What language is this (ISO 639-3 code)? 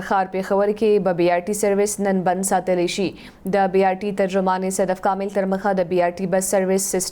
pus